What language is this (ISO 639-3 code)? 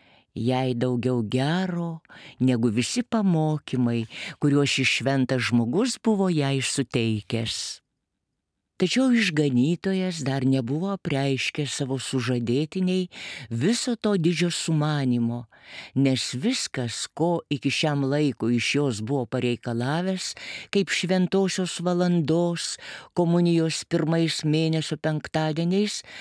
lit